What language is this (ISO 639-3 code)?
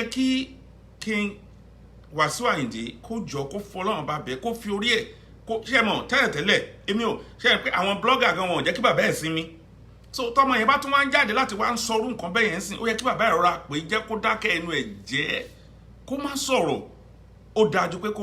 yor